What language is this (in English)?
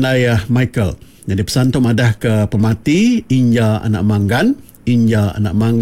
Iban